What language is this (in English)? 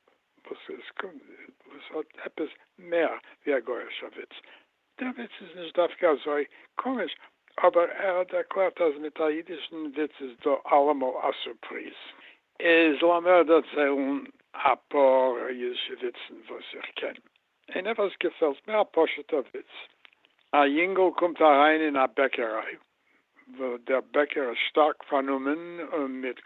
Yiddish